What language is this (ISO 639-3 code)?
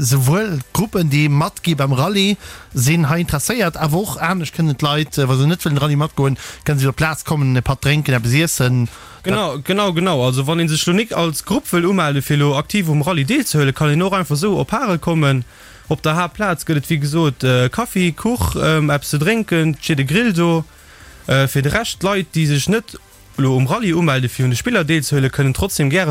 ltz